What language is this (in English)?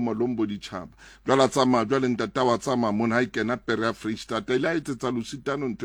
Southern Sotho